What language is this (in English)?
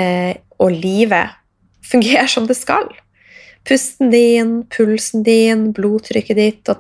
Norwegian